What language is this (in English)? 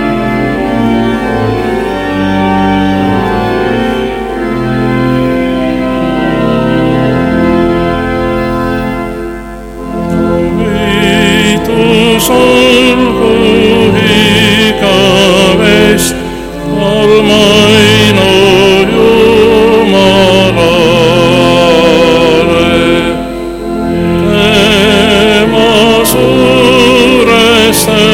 Estonian